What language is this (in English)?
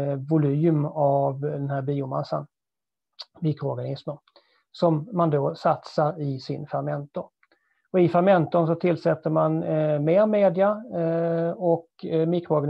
Swedish